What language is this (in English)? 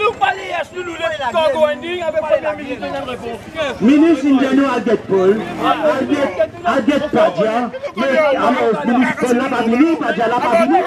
Morisyen